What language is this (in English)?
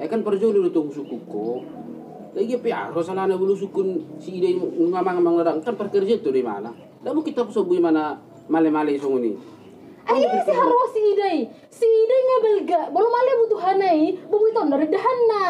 Batak Toba